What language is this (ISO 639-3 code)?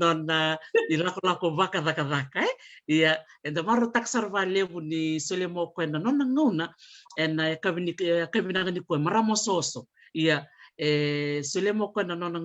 fij